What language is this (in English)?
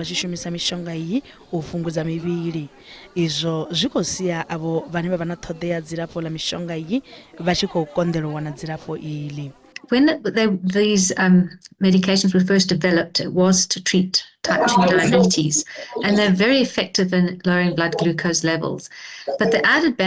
Venda